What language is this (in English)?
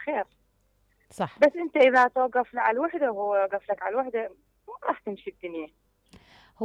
Mesopotamian Arabic